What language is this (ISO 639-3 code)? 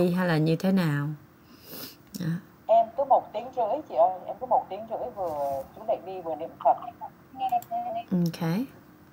vie